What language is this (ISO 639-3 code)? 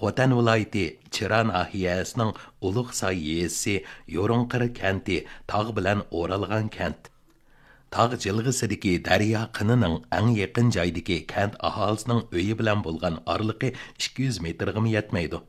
uig